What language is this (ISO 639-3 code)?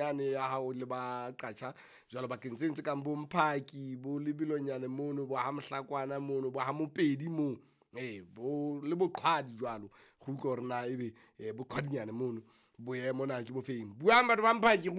sot